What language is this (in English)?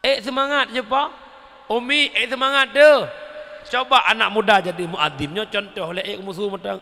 Achinese